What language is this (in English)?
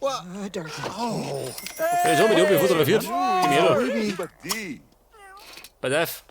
Bavarian